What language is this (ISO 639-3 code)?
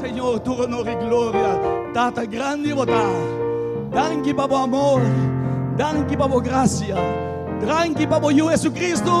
pap